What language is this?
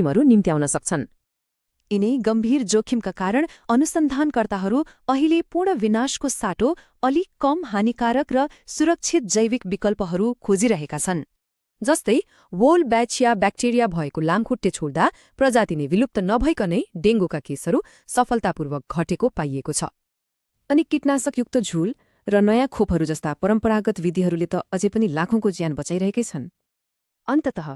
Nepali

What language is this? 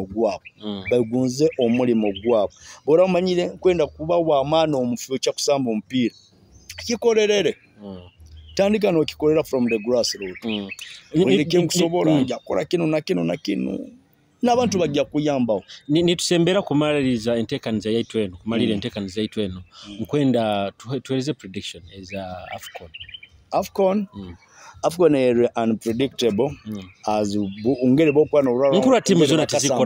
Nyoro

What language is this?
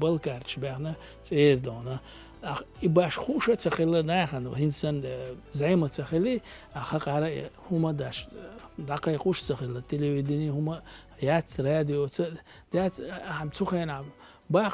Chechen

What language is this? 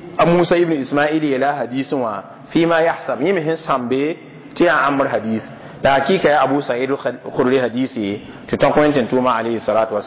Mossi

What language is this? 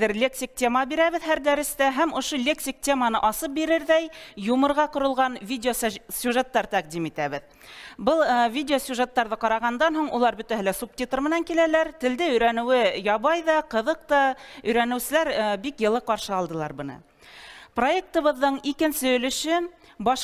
Bashkir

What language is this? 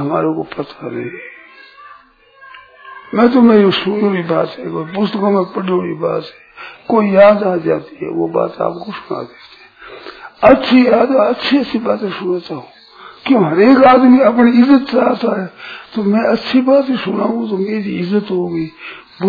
Hindi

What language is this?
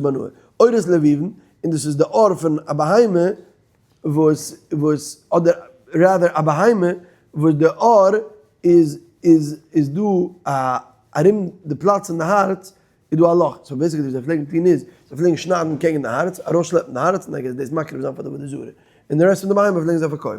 Yiddish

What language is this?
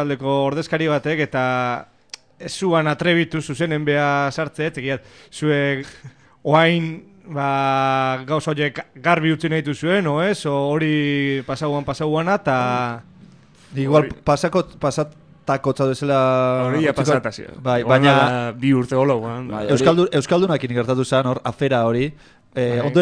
Basque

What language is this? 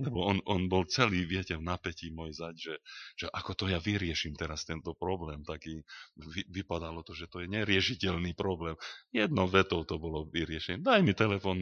Slovak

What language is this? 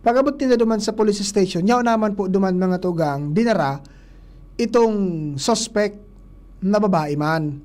Bikol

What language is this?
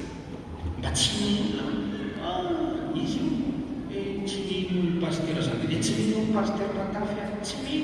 Malagasy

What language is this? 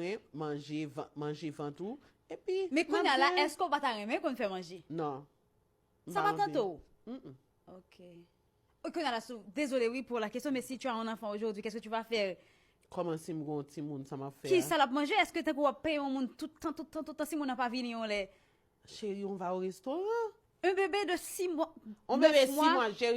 Haitian Creole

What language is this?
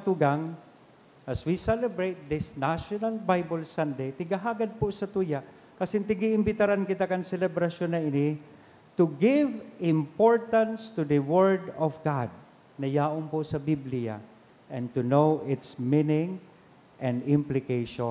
Bikol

